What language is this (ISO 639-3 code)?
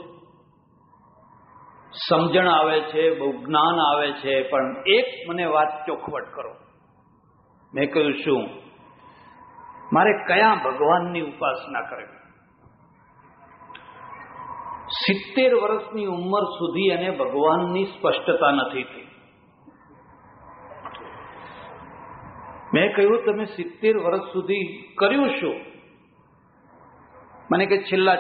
guj